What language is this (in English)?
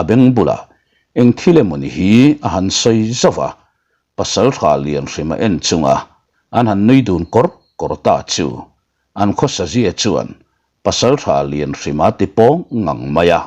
Mizo